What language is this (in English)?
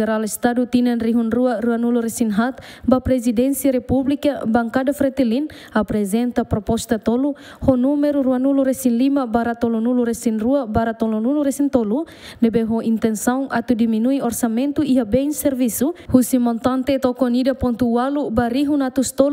Tetum